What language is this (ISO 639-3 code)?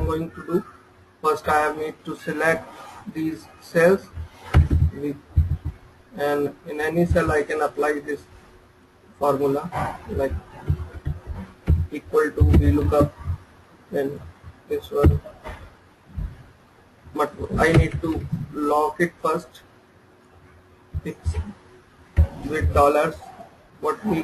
eng